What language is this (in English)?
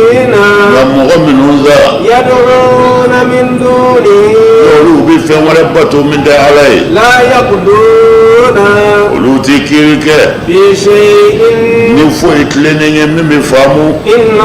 Bambara